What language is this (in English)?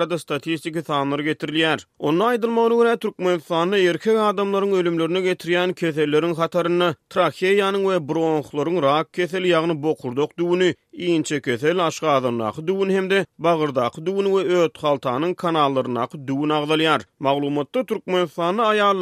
Turkmen